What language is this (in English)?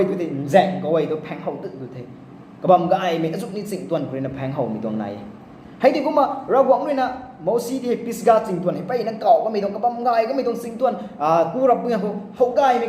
Rongmei Naga